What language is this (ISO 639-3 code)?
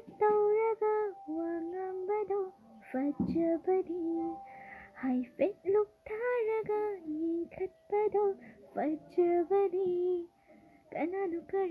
mni